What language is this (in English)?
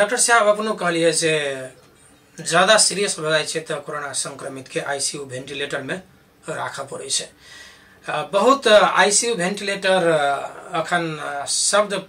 Maithili